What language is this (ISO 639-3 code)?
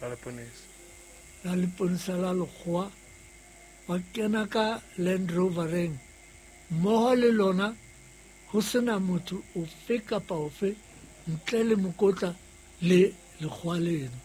sot